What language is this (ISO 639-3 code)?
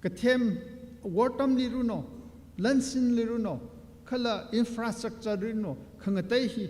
nmf